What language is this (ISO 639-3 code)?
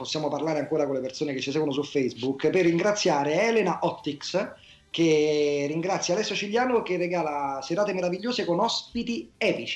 ita